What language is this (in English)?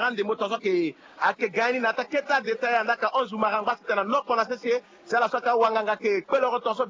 Sango